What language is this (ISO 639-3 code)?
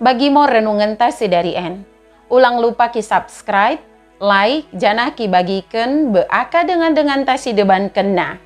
btd